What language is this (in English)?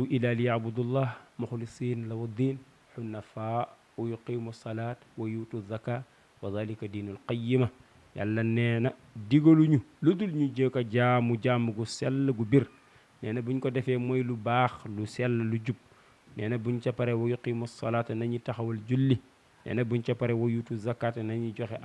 Wolof